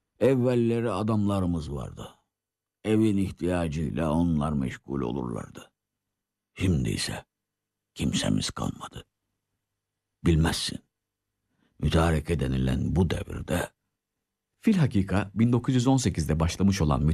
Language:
Turkish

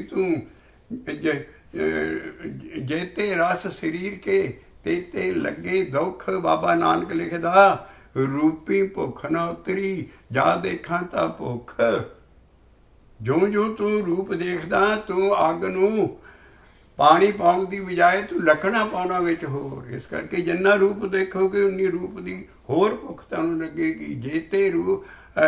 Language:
Punjabi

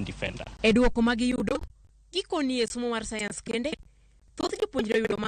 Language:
Luo (Kenya and Tanzania)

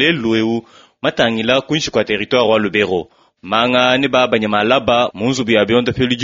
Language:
Luba-Lulua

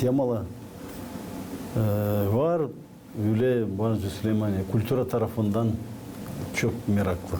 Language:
Gagauz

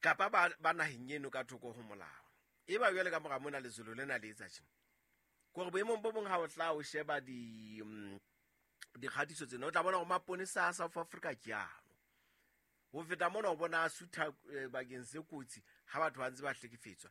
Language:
Southern Sotho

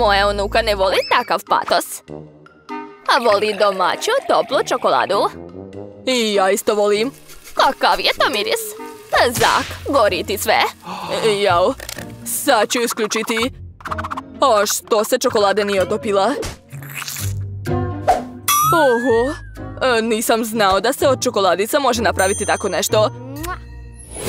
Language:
Serbian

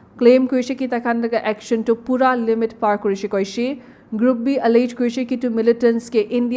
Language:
Naga Pidgin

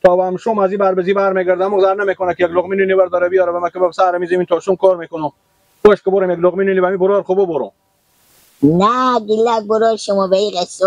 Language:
Persian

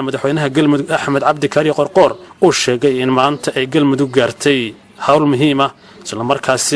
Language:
Somali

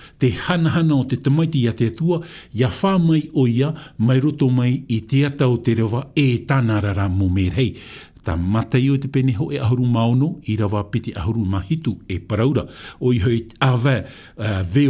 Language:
Tahitian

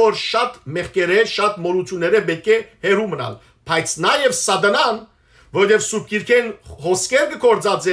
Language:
Western Armenian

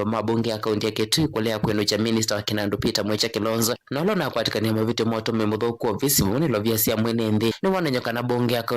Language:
Kamba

